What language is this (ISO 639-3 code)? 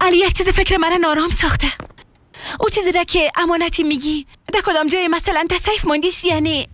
fas